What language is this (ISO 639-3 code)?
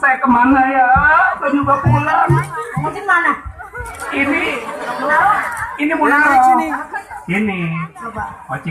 bew